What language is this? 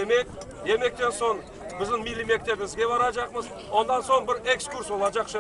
Crimean Tatar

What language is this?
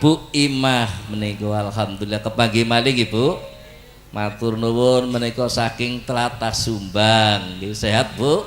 Javanese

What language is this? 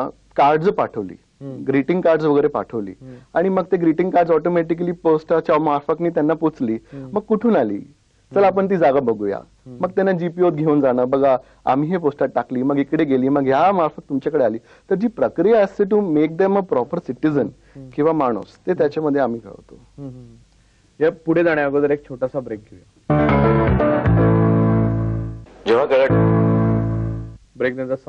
Marathi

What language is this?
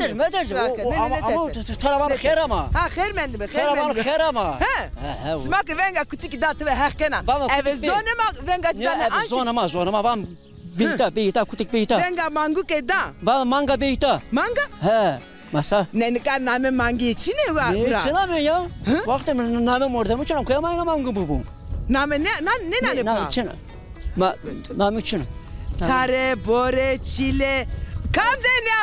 Zaza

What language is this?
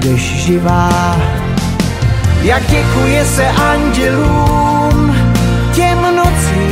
Czech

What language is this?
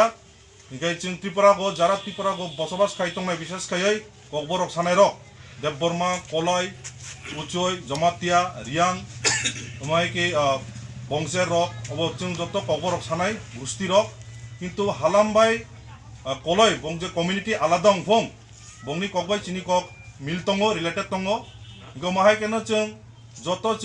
Kok Borok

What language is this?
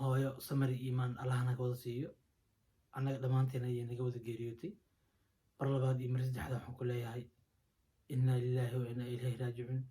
Somali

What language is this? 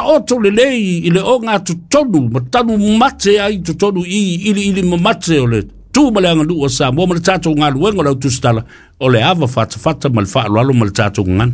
Samoan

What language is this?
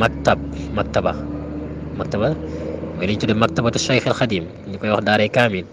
Wolof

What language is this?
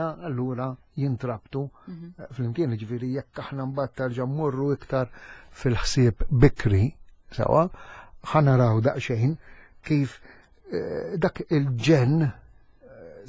Maltese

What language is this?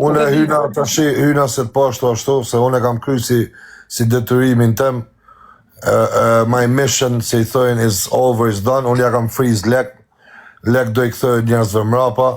Albanian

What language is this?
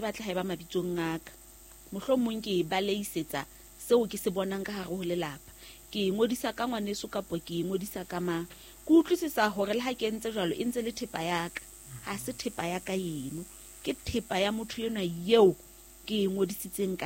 Southern Sotho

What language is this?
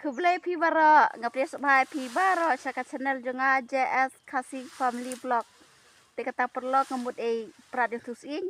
Khasi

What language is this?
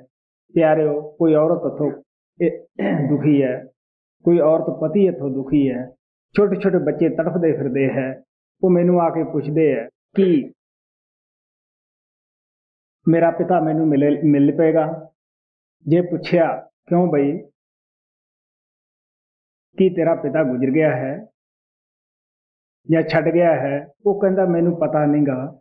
Punjabi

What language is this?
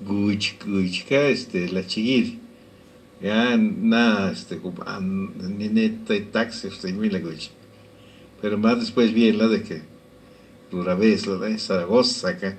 Lachiguiri Zapotec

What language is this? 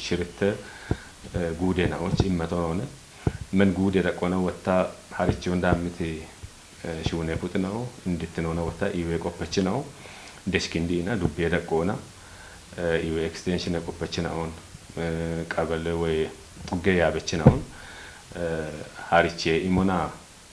Kafa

